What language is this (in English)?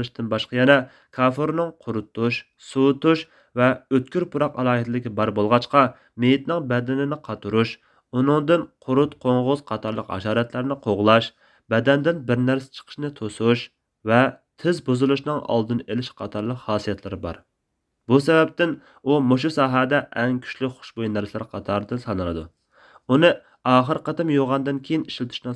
Uyghur